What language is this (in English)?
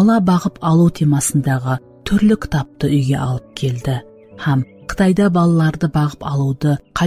Kara-Kalpak